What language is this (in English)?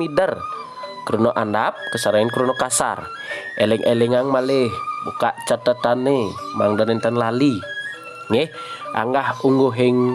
Balinese